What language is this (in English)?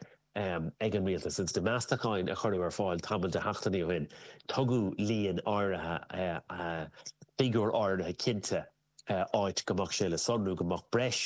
Irish